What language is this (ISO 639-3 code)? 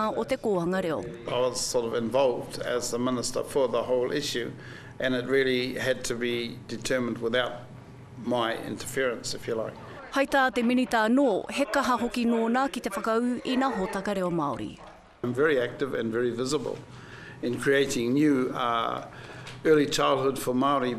mri